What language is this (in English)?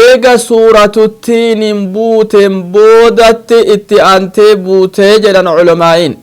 Oromo